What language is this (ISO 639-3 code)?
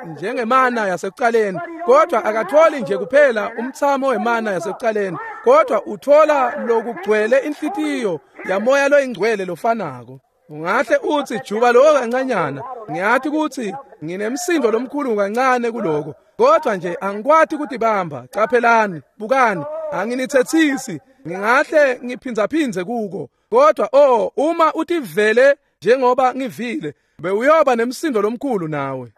ssw